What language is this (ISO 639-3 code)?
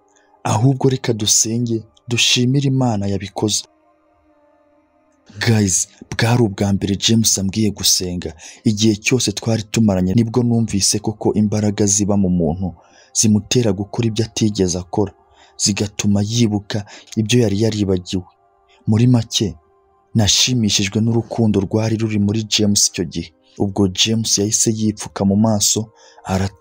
kin